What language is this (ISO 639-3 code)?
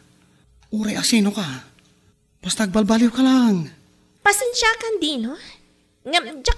ilo